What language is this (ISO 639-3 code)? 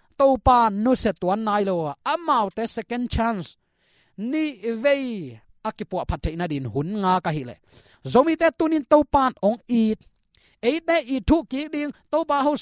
ctd